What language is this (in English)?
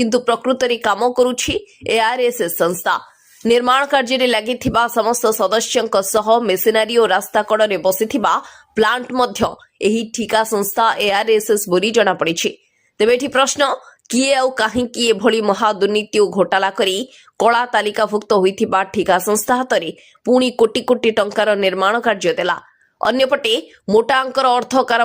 Odia